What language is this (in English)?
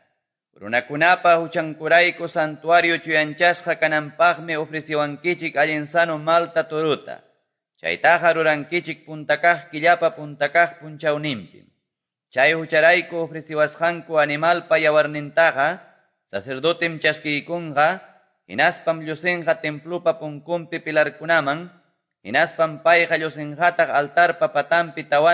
Quechua